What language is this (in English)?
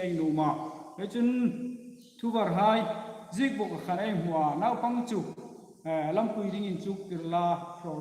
Hmar